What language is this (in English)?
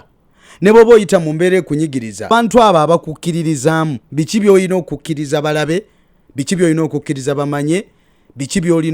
Ganda